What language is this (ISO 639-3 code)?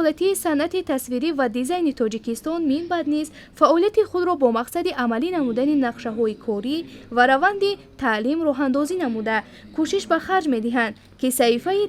tgk